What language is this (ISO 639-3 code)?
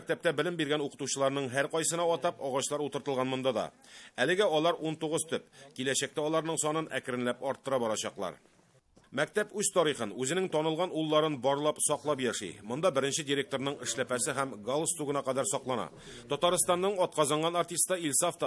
tat